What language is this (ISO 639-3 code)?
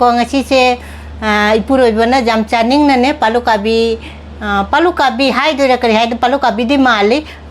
mni